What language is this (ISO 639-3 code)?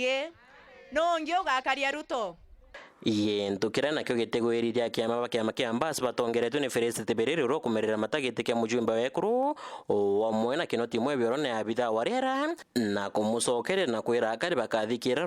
mer